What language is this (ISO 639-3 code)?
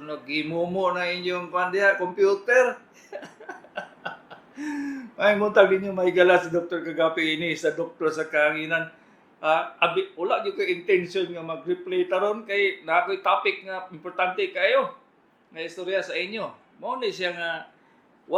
ceb